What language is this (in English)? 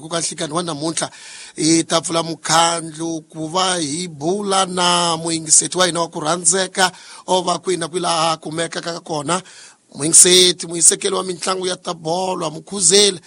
Tsonga